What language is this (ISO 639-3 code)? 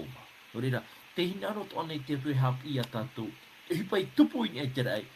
tah